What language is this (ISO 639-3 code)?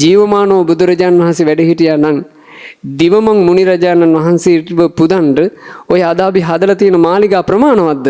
sin